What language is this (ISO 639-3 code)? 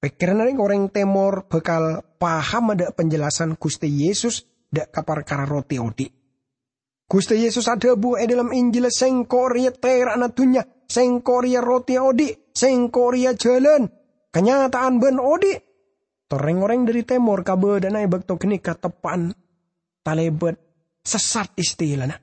mad